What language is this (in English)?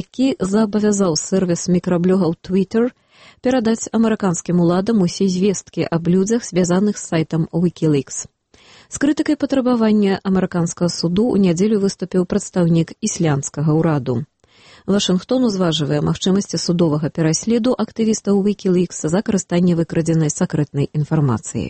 Belarusian